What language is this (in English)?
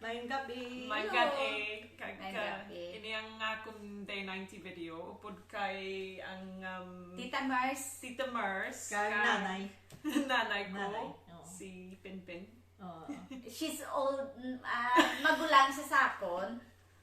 Hiligaynon